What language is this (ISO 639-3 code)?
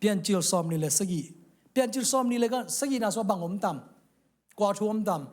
ctd